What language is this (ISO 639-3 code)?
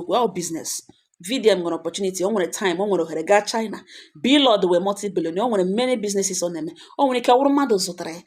ibo